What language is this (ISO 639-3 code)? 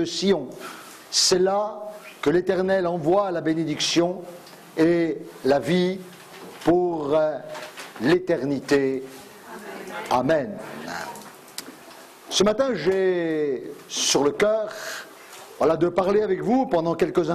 fra